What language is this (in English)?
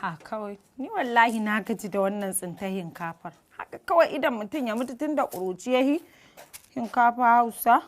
Hausa